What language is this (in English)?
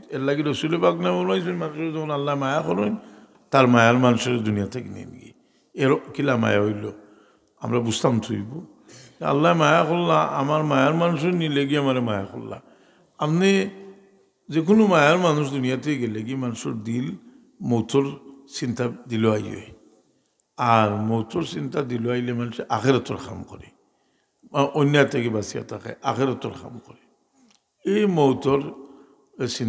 Sylheti